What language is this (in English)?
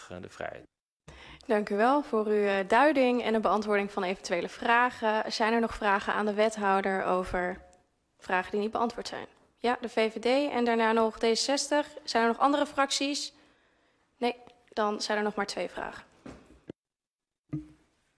Dutch